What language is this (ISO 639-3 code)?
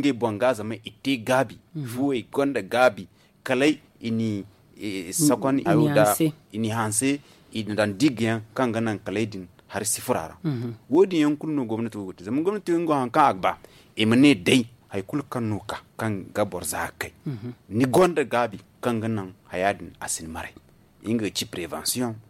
dje